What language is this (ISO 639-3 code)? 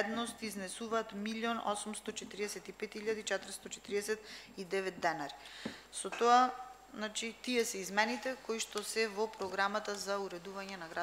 mkd